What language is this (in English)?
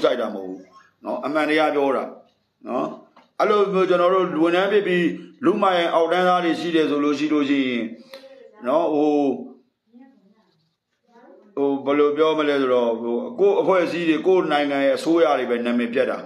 Burmese